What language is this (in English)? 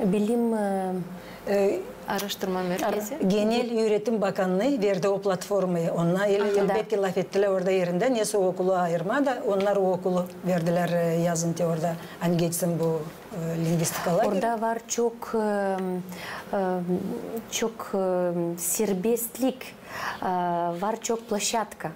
Gagauz